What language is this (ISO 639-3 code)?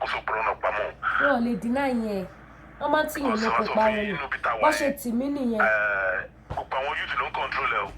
yor